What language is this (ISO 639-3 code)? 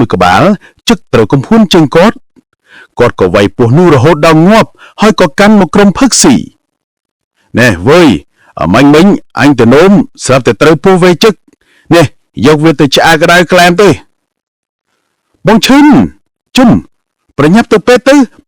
khm